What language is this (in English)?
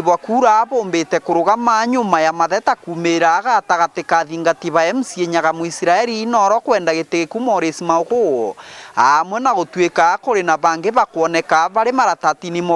Meru